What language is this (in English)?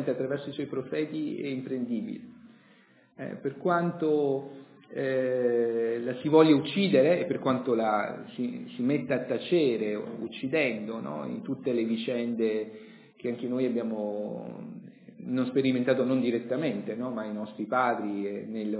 Italian